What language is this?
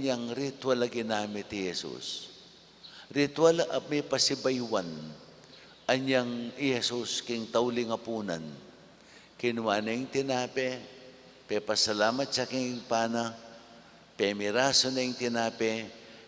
Pampanga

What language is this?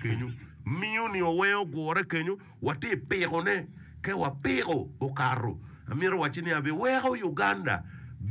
Acoli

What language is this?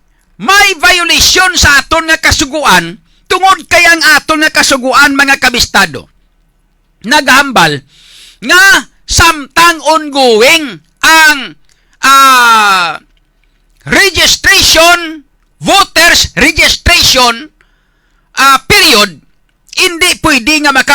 Hiligaynon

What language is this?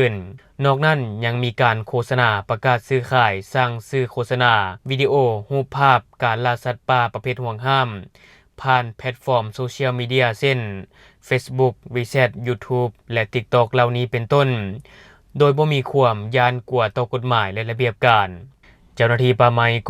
Lao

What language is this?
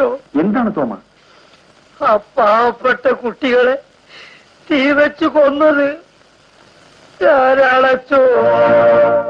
Malayalam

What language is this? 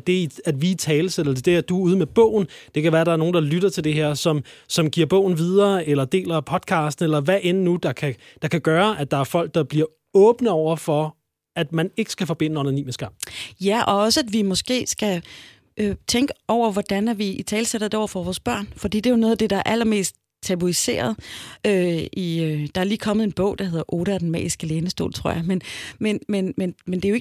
Danish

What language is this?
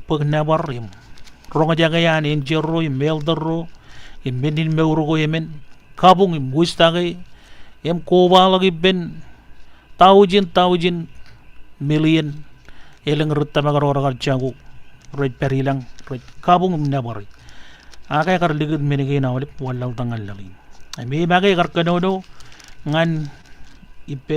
Marshallese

